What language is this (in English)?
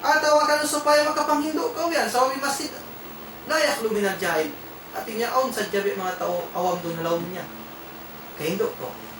Tausug